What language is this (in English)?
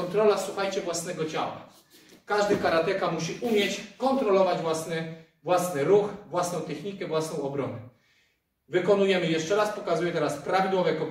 Polish